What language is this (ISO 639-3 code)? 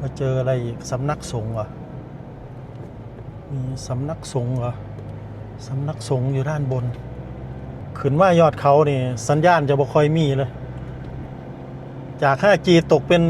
lao